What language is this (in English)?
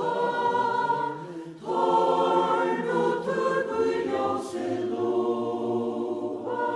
Faroese